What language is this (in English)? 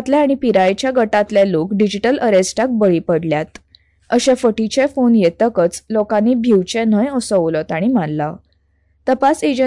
Konkani